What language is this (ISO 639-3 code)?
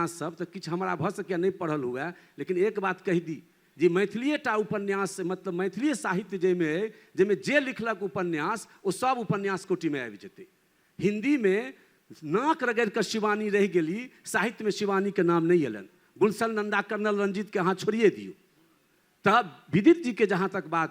mai